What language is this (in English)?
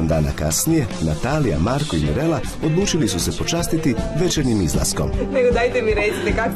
Croatian